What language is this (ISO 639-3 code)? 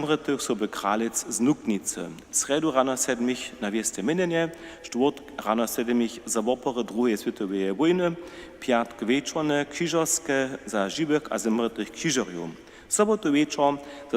hsb